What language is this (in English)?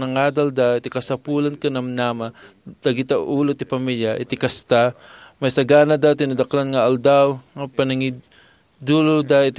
Iloko